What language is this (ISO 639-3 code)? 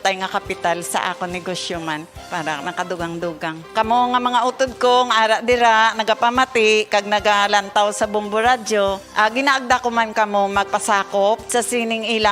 hil